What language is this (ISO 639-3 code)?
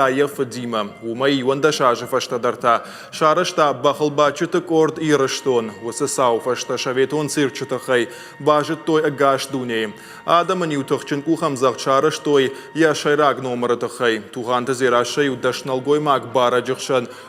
oss